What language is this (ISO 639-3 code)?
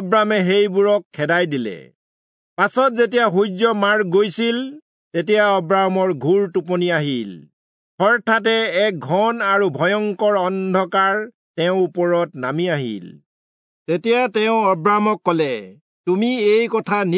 asm